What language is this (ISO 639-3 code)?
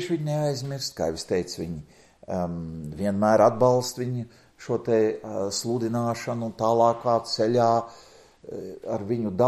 lav